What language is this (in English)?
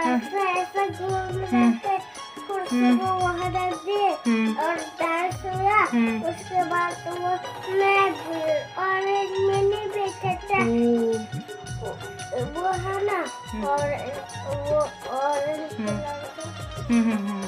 Chhattisgarhi